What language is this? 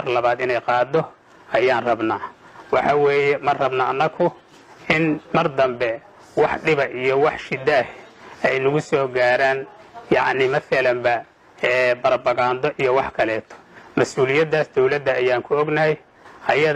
Somali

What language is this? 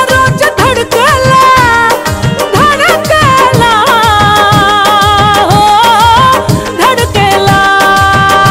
Bhojpuri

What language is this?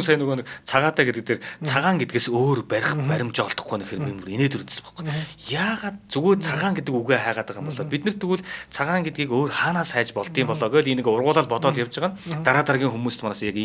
Mongolian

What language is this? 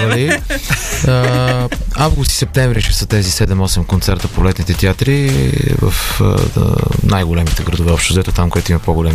Bulgarian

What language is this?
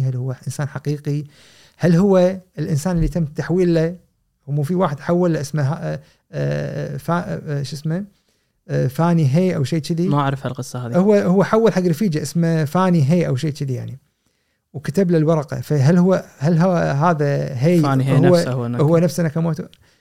Gulf Arabic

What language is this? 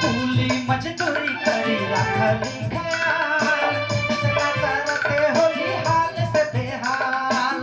Sadri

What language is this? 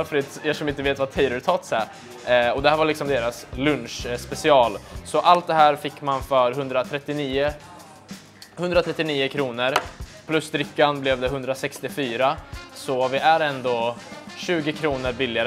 Swedish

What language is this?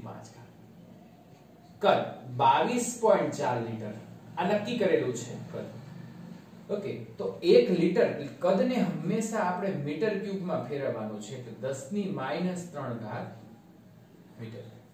Gujarati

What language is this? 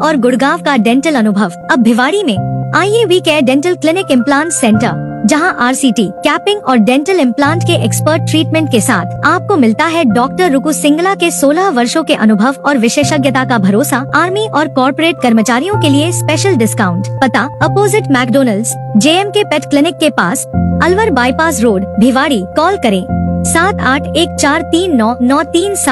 Hindi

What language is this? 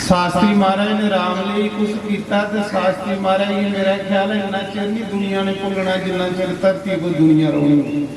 Dogri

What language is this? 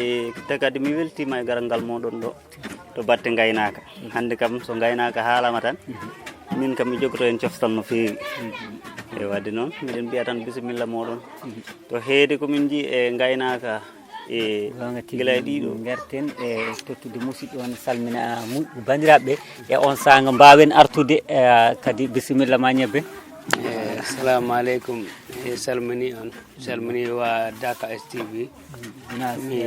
Fula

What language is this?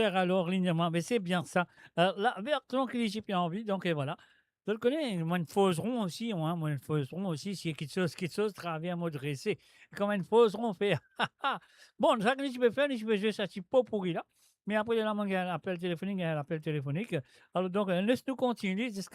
Morisyen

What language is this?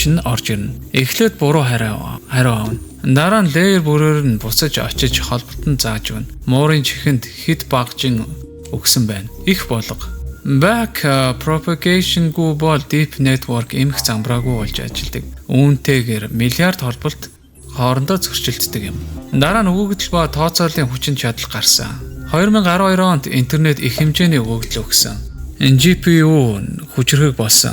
Mongolian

